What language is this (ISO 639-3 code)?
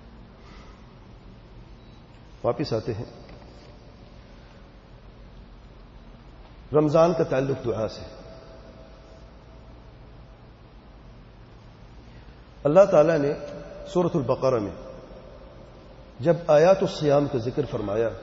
urd